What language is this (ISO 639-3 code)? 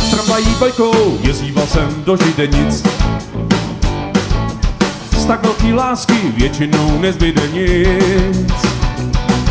ces